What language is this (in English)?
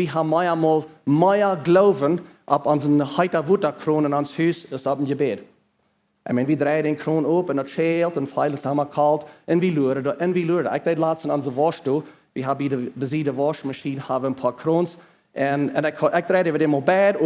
Plautdietsch